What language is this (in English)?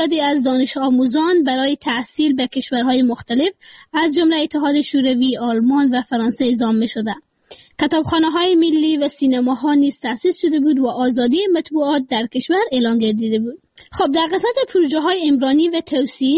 Persian